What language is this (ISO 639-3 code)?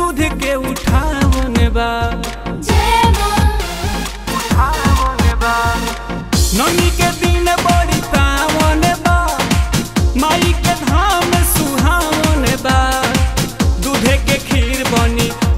bho